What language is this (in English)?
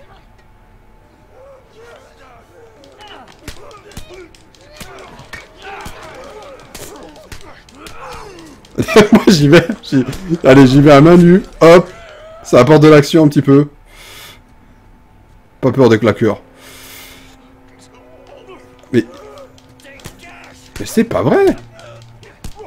French